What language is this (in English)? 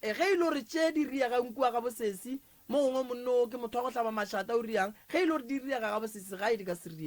Northern Sotho